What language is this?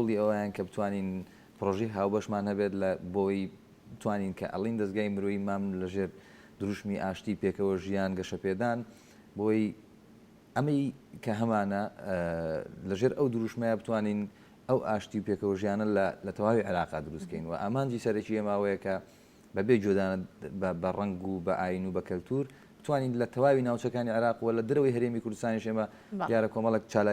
Central Kurdish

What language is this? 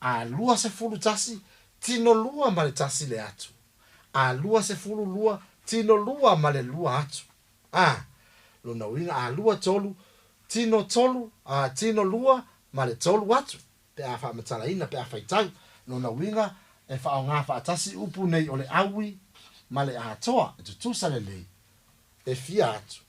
Samoan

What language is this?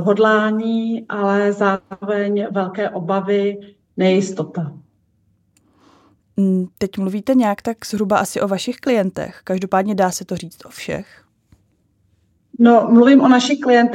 Czech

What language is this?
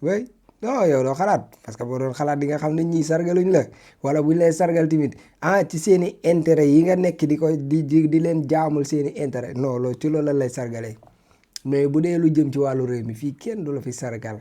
Wolof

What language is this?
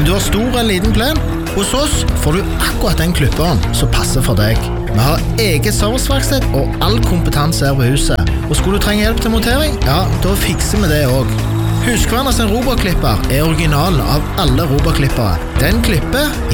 Norwegian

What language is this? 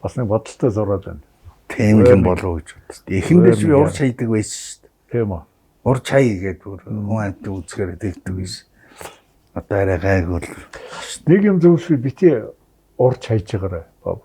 Mongolian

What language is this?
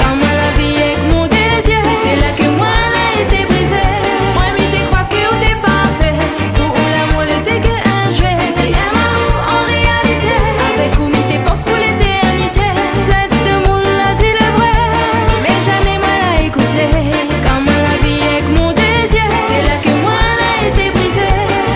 Réunion Creole French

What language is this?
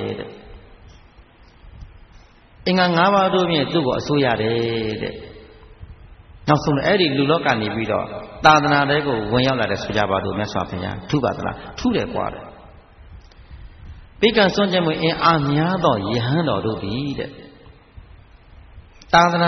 Burmese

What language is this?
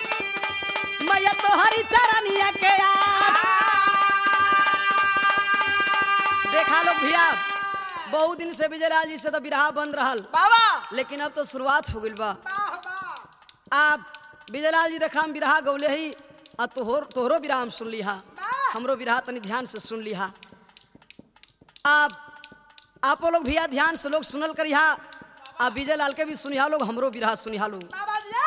Bhojpuri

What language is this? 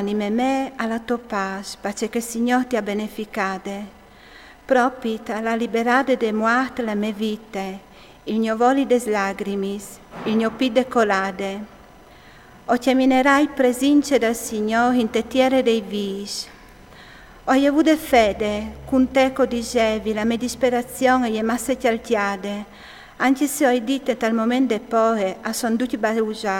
Friulian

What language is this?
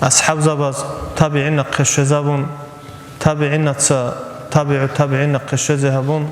Avaric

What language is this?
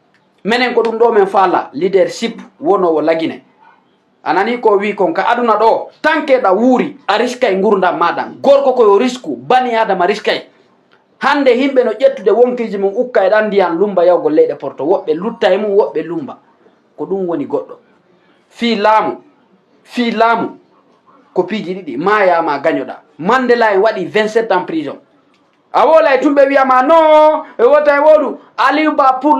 Fula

